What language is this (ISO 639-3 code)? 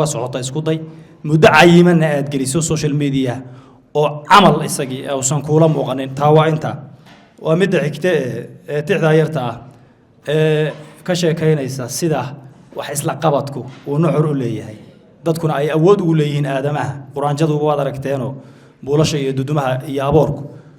som